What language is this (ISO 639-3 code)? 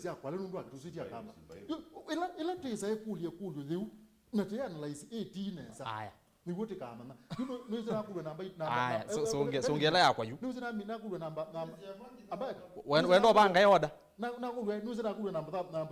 kam